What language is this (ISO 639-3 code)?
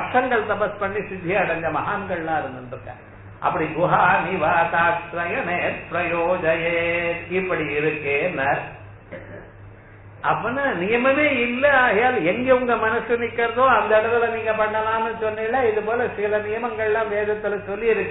tam